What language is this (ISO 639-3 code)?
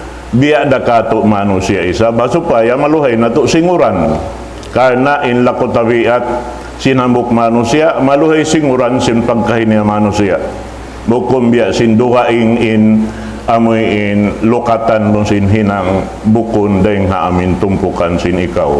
tsg